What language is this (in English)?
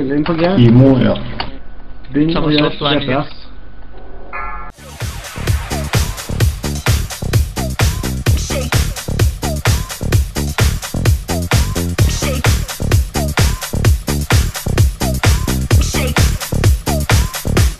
Norwegian